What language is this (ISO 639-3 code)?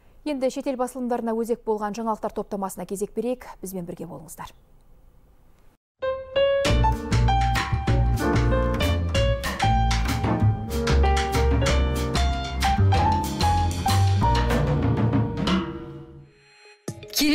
kaz